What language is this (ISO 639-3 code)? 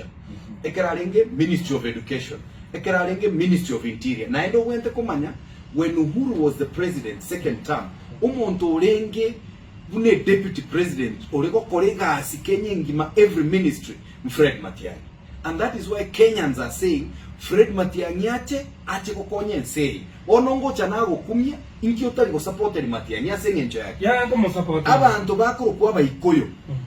guz